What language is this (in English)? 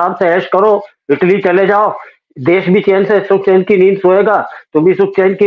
Hindi